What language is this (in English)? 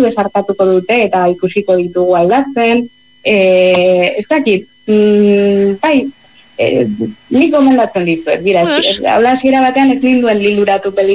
Basque